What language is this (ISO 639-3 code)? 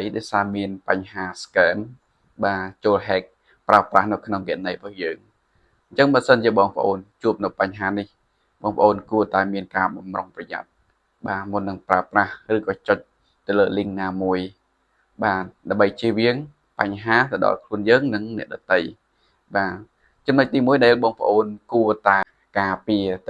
khm